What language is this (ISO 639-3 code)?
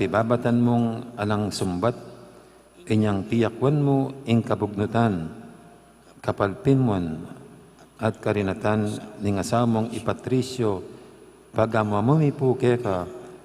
pam